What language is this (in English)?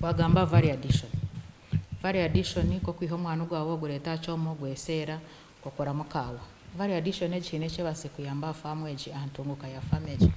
Nyankole